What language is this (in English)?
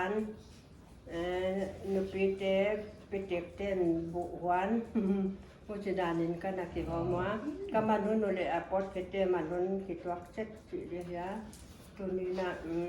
Paite Chin